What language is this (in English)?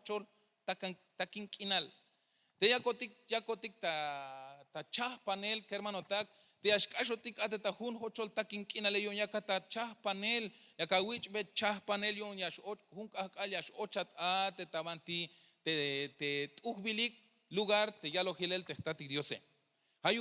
Tzeltal